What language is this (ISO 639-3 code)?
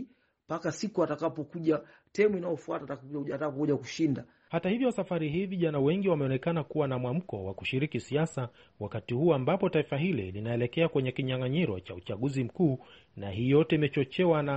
swa